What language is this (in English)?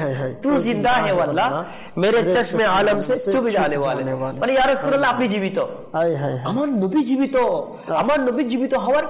Bangla